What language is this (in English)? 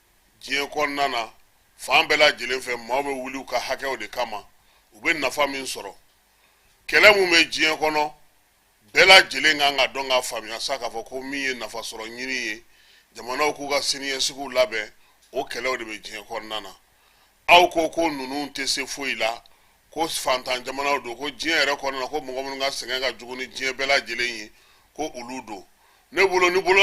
Bambara